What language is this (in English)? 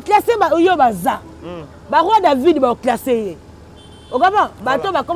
Lingala